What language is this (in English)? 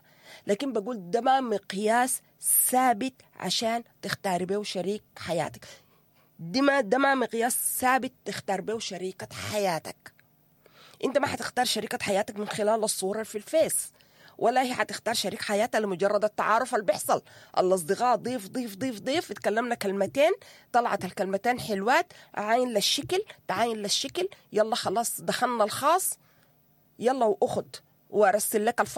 Sudanese Arabic